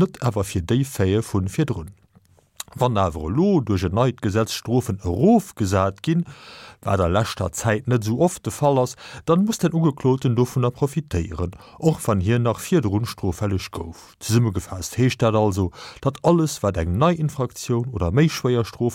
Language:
Luxembourgish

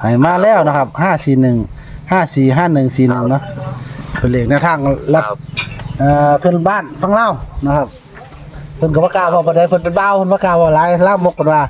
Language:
Northeastern Thai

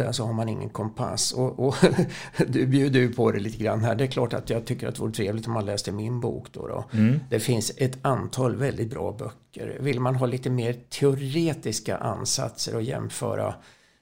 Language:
Swedish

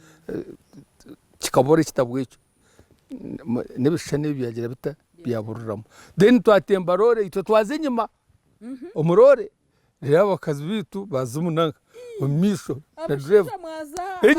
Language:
Nyankole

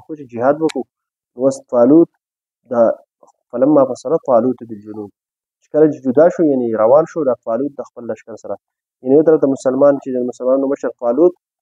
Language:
Pashto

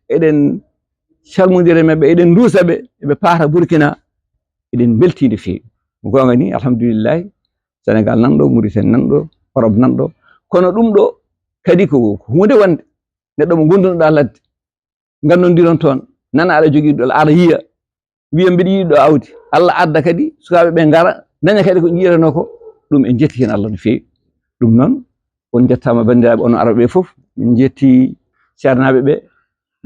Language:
Fula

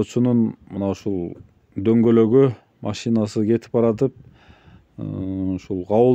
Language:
Kyrgyz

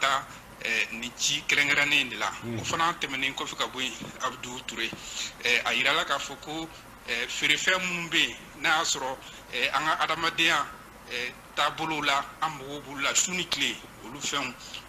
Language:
Bambara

